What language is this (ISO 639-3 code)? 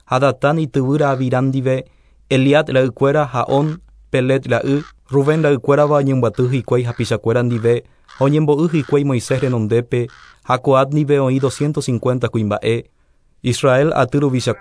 grn